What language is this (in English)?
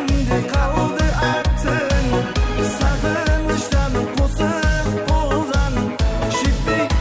Kara-Kalpak